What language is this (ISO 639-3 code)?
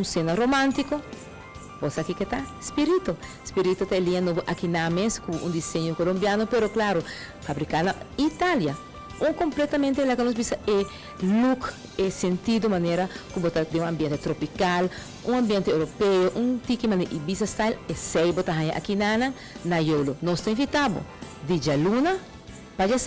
pap